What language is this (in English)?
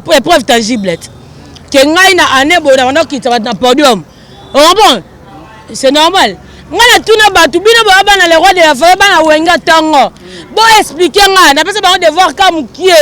Lingala